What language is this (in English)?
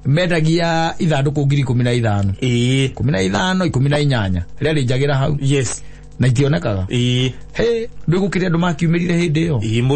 Kikuyu